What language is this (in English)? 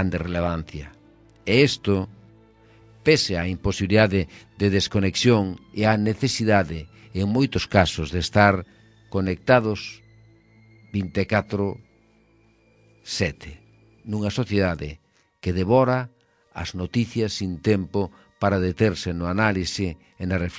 Galician